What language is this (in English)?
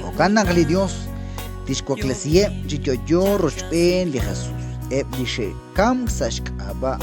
Kekchí